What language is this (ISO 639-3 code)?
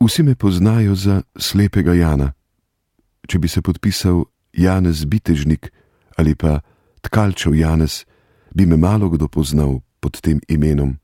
slv